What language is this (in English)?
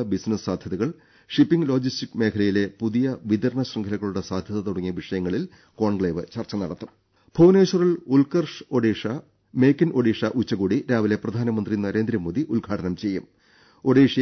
Malayalam